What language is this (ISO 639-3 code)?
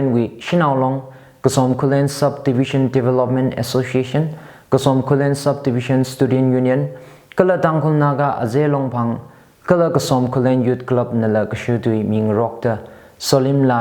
nmf